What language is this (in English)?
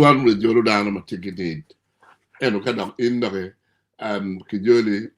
Acoli